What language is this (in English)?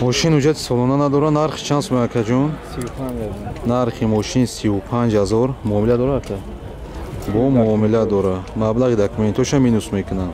Tajik